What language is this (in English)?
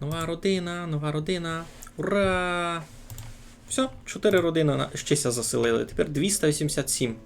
Rusyn